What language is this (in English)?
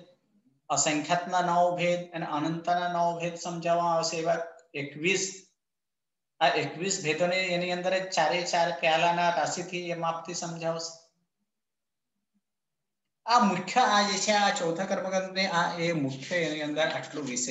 Gujarati